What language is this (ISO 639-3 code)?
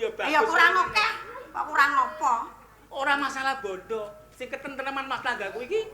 jav